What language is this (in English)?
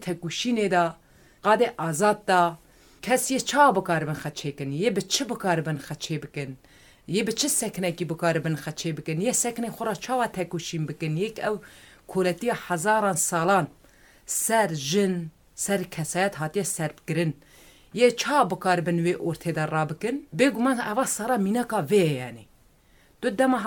Kurdish